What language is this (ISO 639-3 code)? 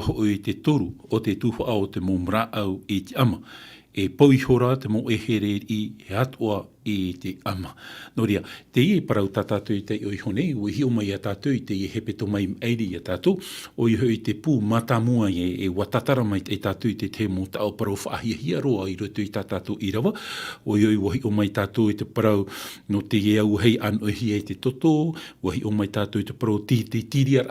tah